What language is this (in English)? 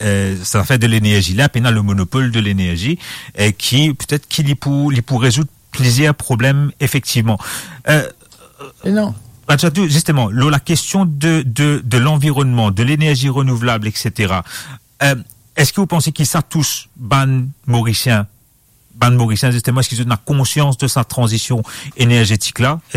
Morisyen